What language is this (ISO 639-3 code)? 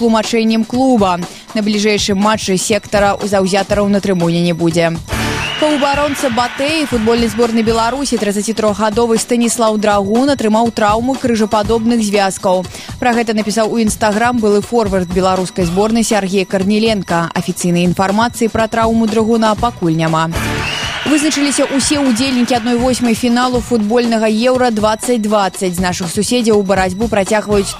bel